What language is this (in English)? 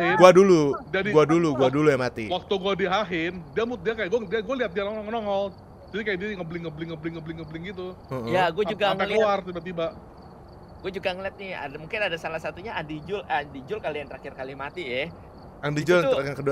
Indonesian